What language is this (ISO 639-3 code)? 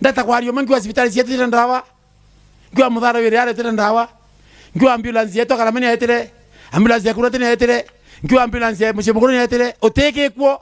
mer